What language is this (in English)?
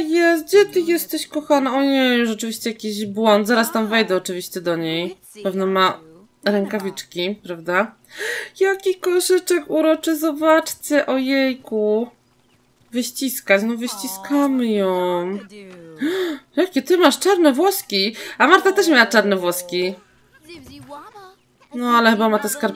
Polish